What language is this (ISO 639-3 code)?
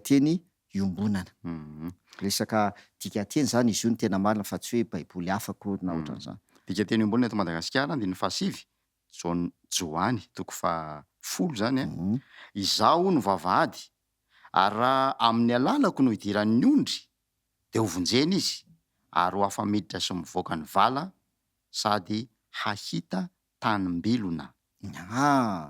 mlg